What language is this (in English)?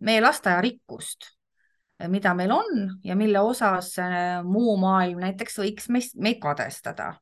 Estonian